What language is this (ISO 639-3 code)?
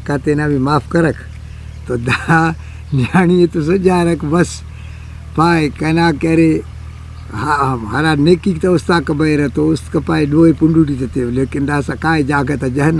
brh